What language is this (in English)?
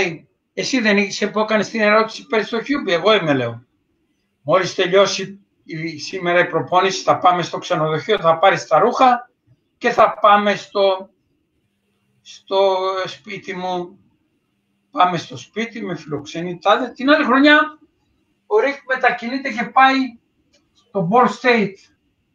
Greek